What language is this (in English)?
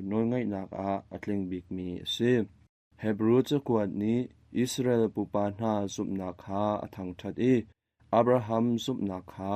Hakha Chin